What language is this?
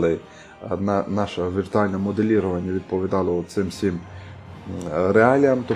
Ukrainian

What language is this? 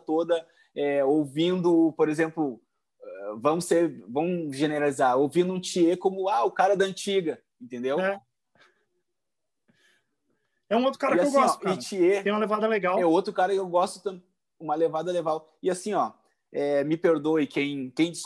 Portuguese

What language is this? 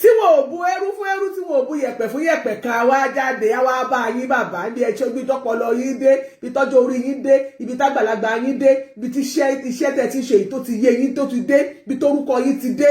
Yoruba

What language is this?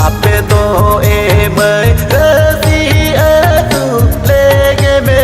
Santali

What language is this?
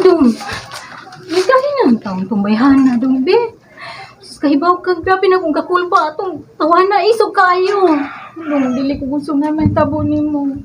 Cebuano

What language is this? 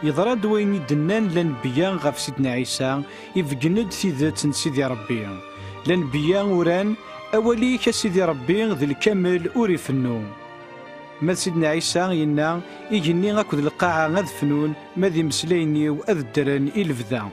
Kabyle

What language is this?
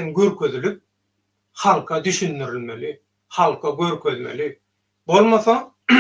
Turkmen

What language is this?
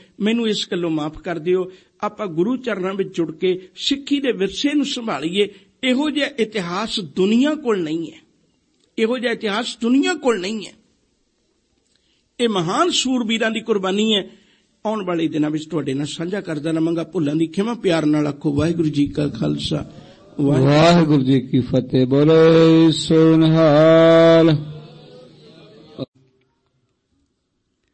Punjabi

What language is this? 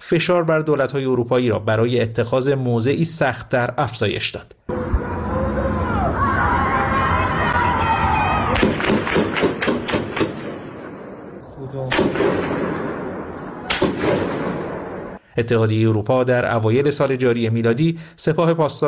Persian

